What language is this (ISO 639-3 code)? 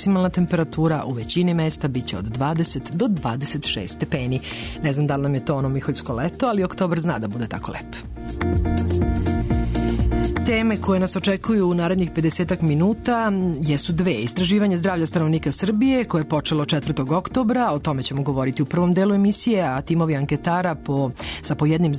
srp